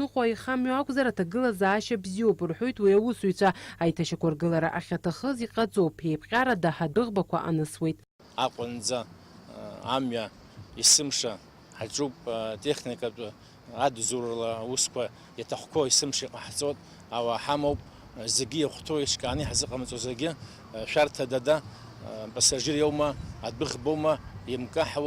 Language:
Abkhazian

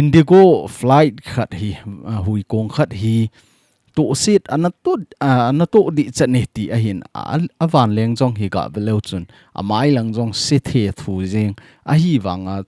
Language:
Thado Chin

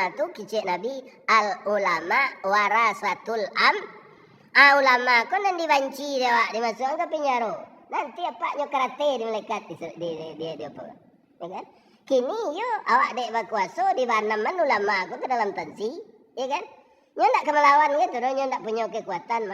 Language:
Minangkabau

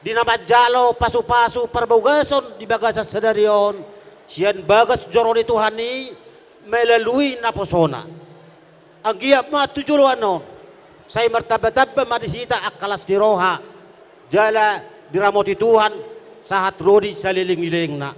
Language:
Batak Toba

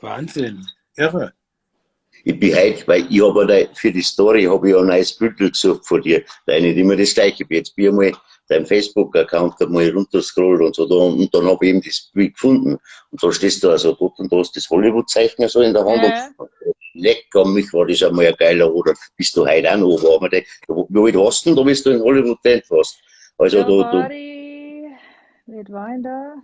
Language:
Bavarian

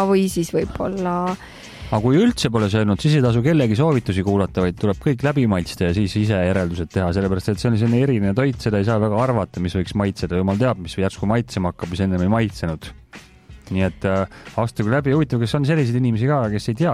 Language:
Estonian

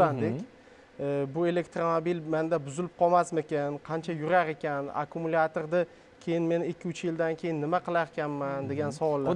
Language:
Uzbek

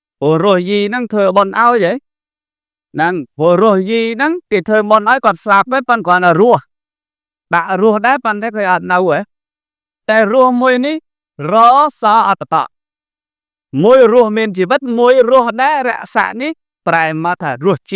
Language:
Khmer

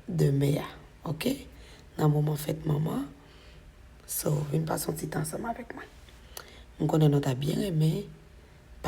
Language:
Haitian Creole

